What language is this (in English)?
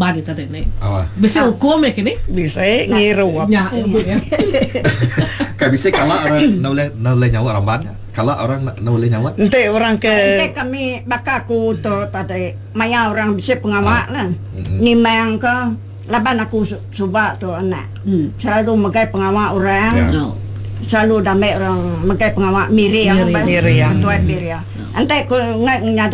Iban